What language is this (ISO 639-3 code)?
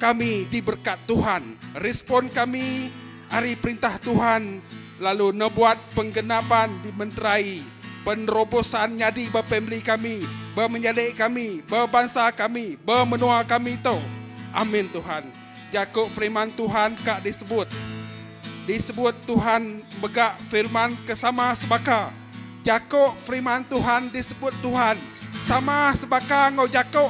iba